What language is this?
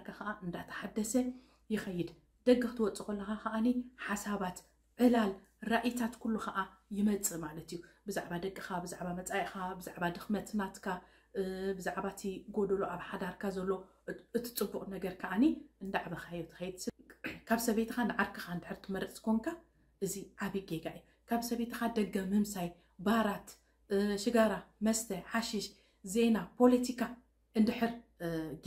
Tigrinya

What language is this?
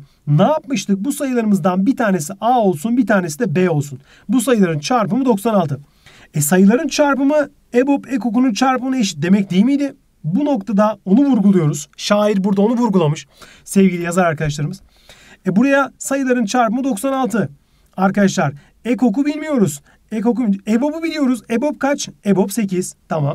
Turkish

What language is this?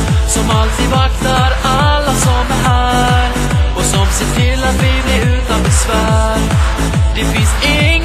Swedish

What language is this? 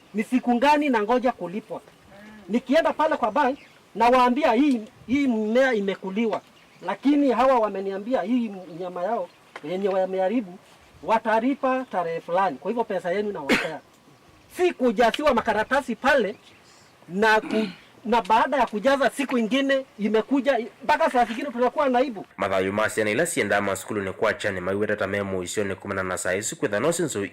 Kamba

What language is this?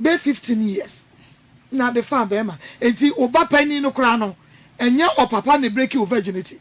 Akan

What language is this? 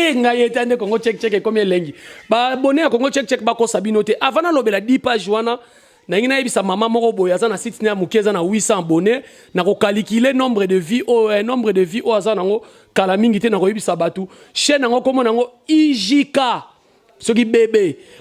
Lingala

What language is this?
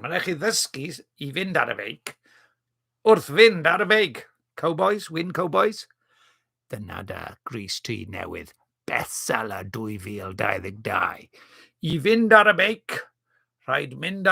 Welsh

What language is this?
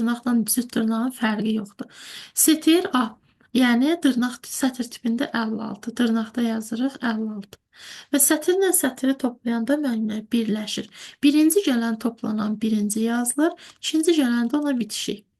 Azerbaijani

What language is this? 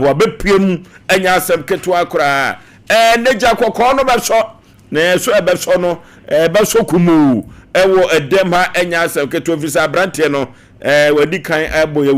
Akan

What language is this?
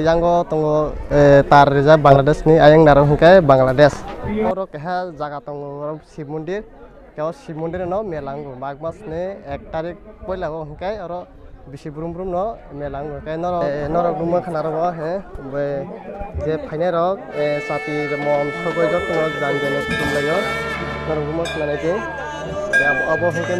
Kok Borok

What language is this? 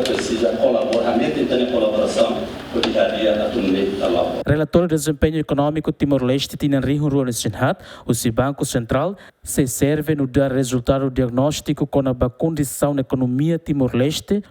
Tetum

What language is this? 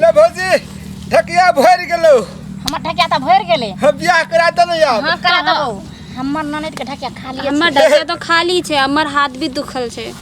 Maithili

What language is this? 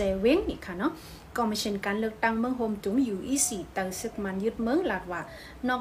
Shan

